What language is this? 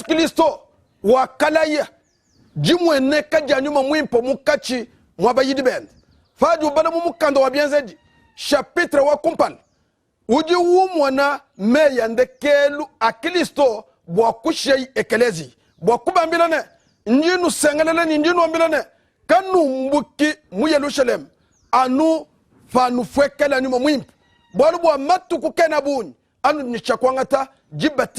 Luba-Lulua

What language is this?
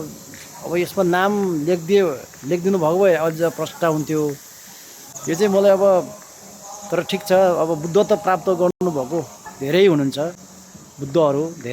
Nepali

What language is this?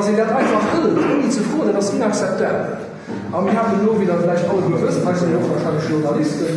Luxembourgish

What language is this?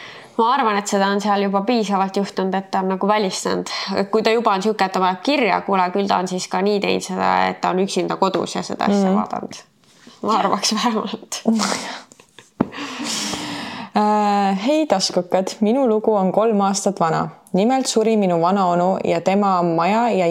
Estonian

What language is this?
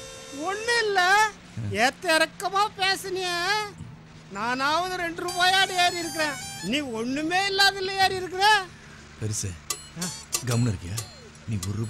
Tamil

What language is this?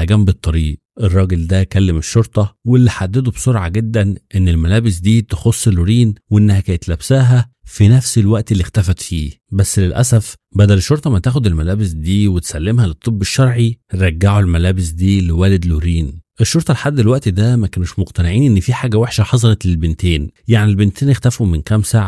Egyptian Arabic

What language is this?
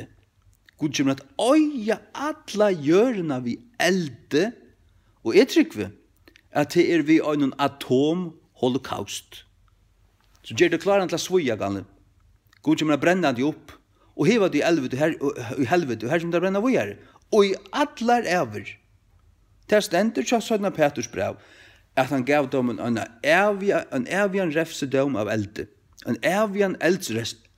Faroese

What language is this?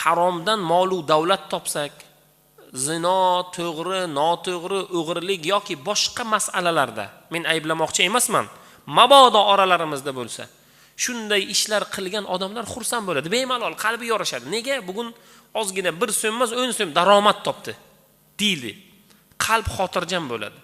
Uzbek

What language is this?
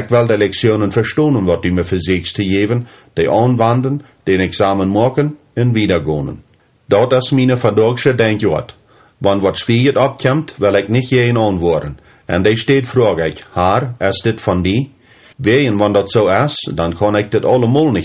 Plautdietsch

